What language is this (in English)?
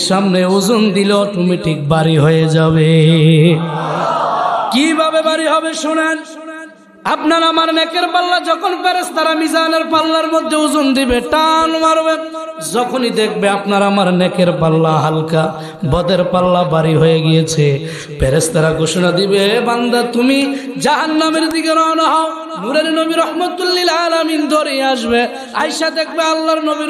Bangla